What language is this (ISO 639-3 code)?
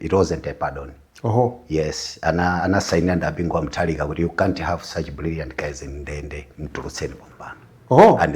nya